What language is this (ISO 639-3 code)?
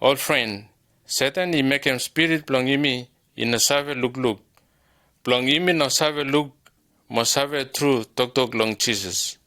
bis